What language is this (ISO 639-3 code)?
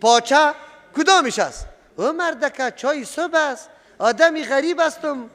fas